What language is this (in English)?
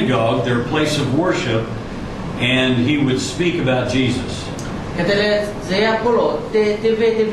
Lahu